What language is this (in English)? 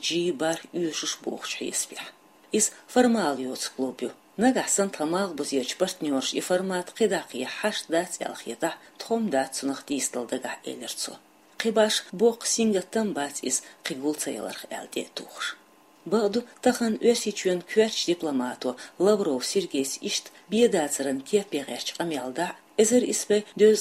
Chechen